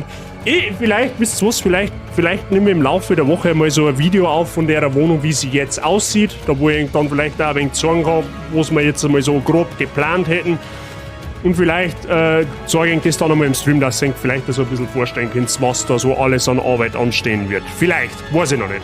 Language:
Bavarian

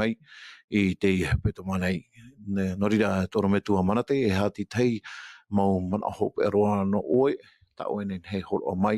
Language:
Tahitian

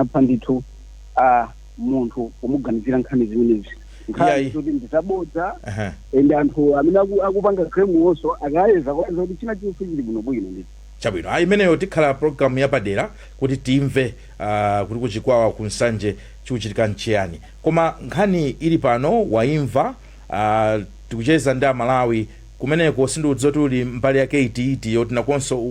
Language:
Nyanja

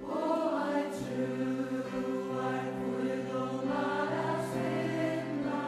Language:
Faroese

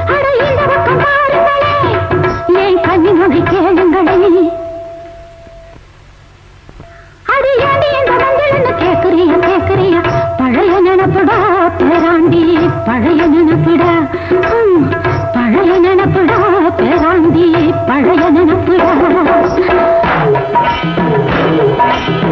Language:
Tamil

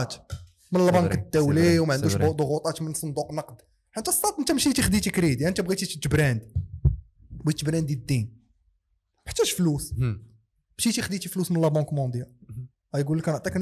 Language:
Moroccan Arabic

